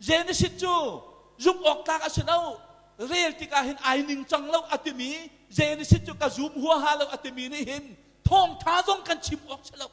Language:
Hakha Chin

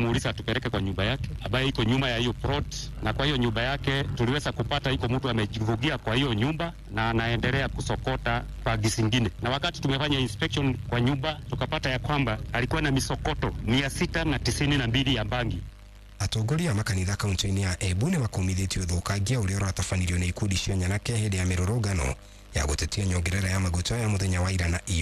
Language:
Kikuyu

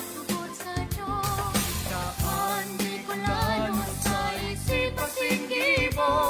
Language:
Bikol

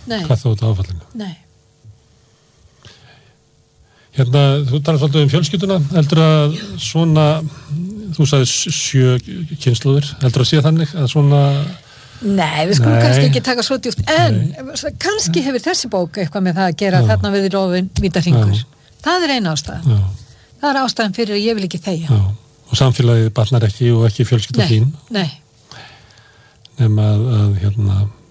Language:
Icelandic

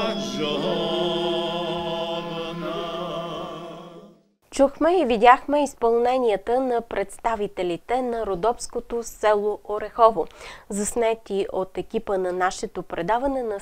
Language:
Bulgarian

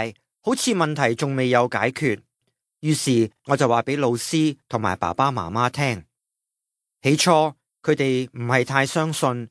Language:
Cantonese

